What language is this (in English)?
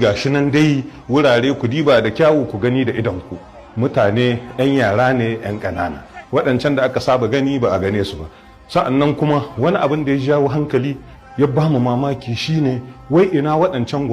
Hausa